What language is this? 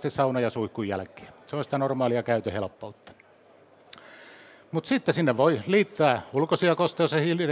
Finnish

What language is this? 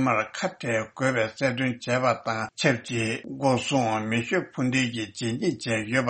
Tibetan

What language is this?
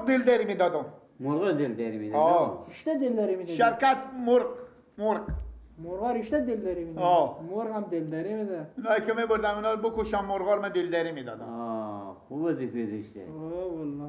Persian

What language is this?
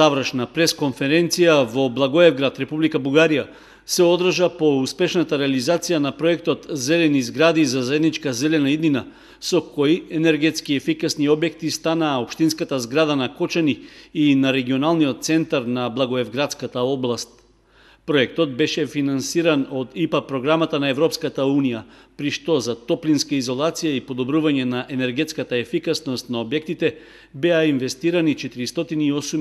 Macedonian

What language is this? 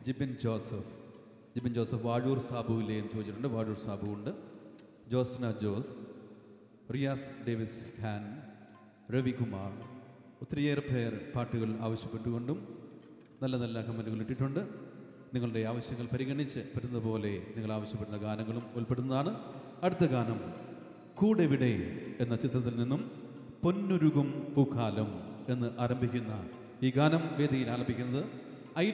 Malayalam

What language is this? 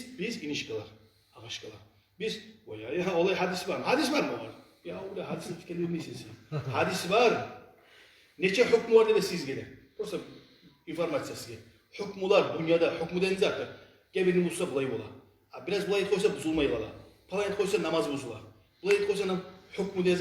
Kumyk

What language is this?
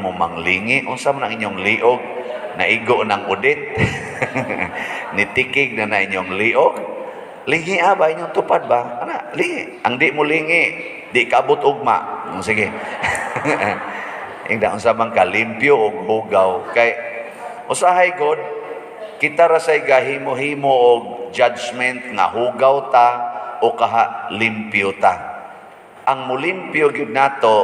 Cebuano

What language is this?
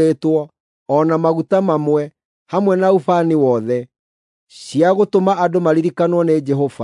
Kikuyu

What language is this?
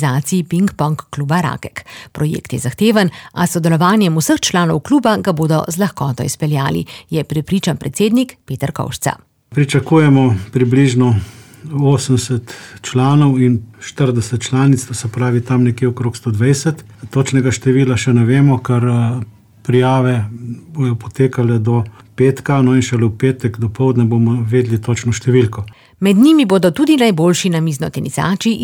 Slovenian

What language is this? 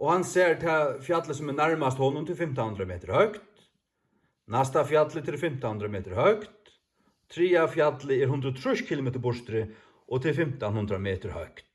Faroese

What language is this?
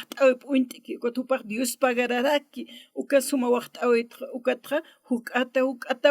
Aymara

